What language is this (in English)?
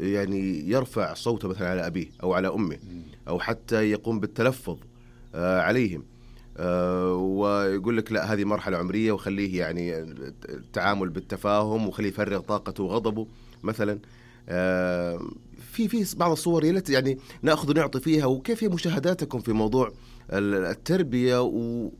Najdi Arabic